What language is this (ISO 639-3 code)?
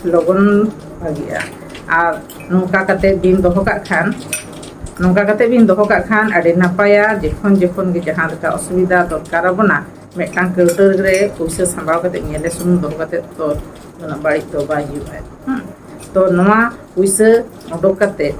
sat